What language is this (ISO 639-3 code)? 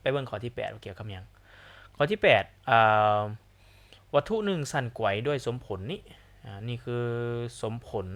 lao